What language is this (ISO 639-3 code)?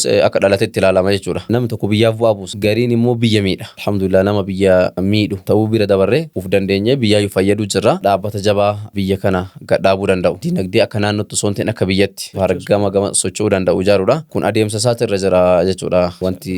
orm